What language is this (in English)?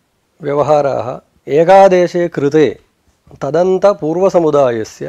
Sanskrit